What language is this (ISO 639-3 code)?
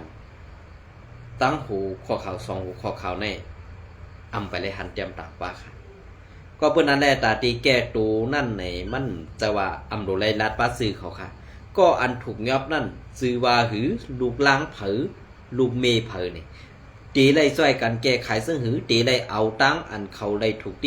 shn